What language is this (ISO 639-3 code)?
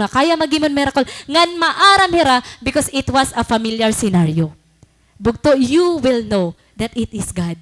war